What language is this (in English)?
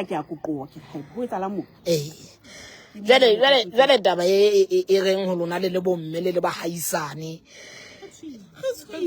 Southern Sotho